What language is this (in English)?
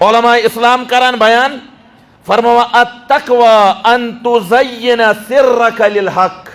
Kashmiri